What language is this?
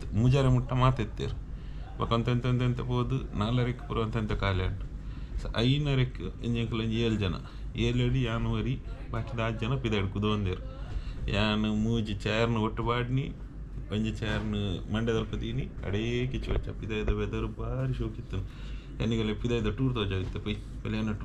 Tulu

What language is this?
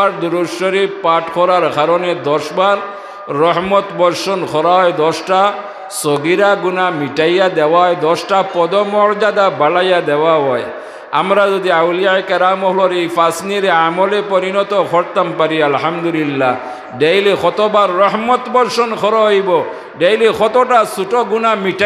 Sylheti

